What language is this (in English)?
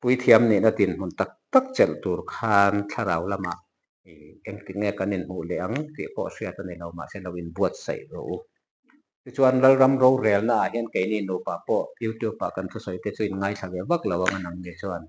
Mizo